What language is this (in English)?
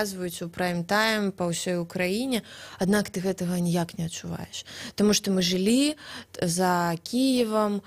Belarusian